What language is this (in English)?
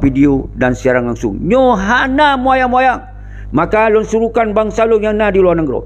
Achinese